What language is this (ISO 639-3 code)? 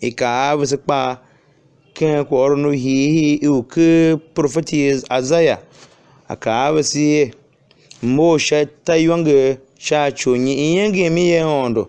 tiv